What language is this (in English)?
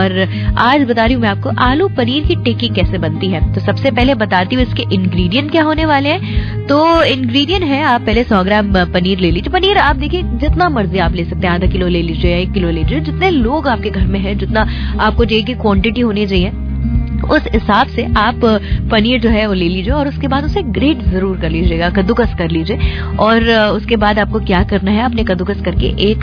Hindi